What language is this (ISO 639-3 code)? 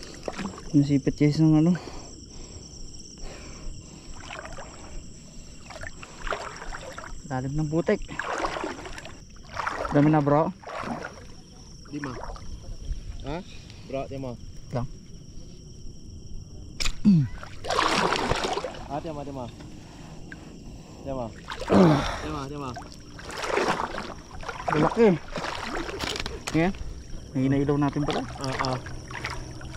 fil